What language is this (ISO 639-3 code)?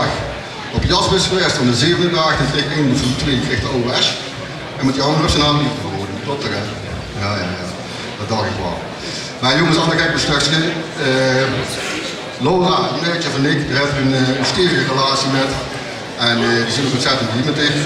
lim